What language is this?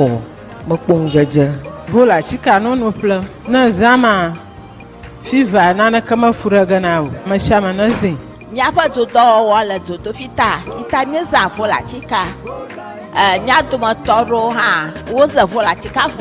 Ewe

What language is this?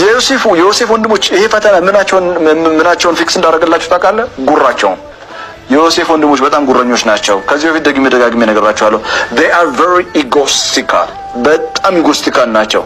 Amharic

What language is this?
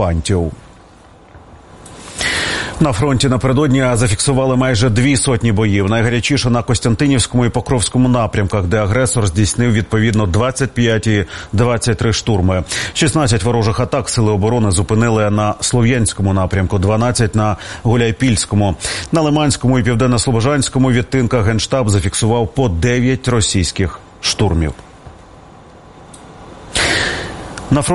Ukrainian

